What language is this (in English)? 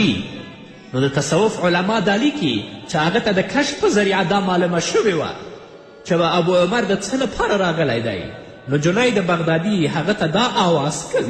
Pashto